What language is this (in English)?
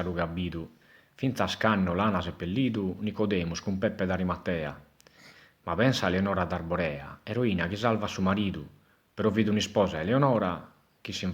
Sardinian